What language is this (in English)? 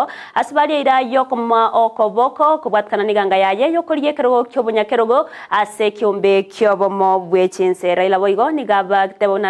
Gusii